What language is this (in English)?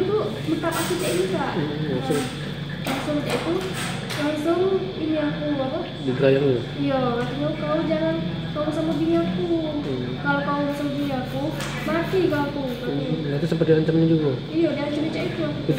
Musi